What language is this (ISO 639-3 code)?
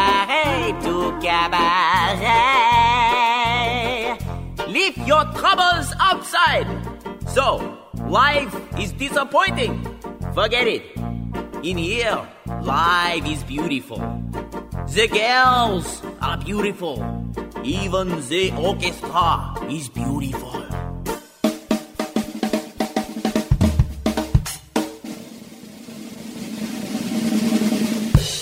est